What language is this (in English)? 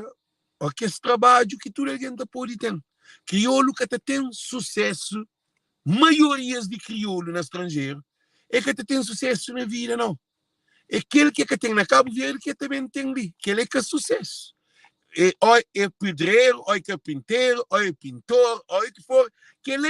Kabuverdianu